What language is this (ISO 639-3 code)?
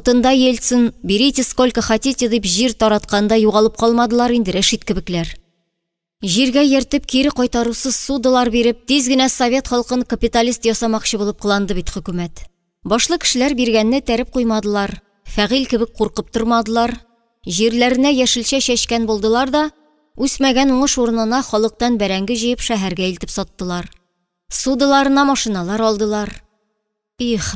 tat